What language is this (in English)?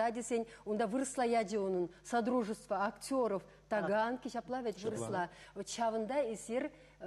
Chuvash